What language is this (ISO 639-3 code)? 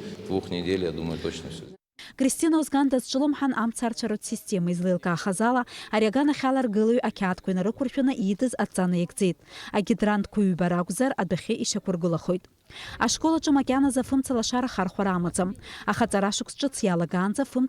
abk